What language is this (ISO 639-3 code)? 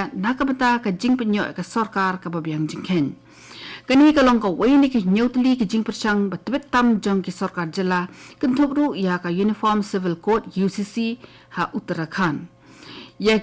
kha